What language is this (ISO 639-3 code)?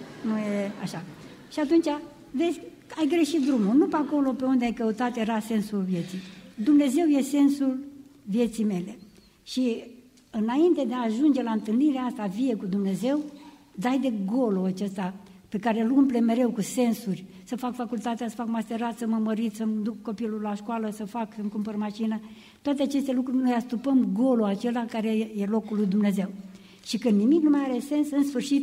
ron